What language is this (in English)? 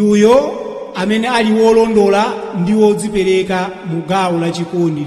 Nyanja